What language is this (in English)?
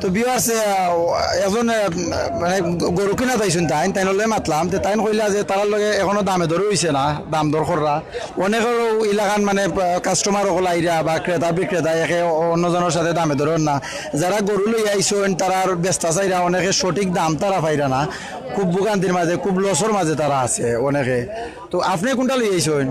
Sylheti